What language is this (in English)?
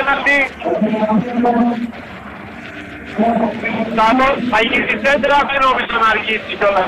Greek